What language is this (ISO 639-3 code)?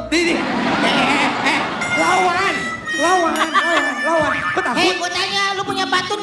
bew